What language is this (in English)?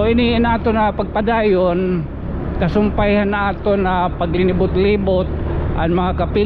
Waray